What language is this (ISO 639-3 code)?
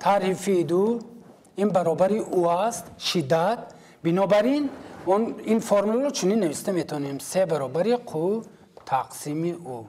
tgk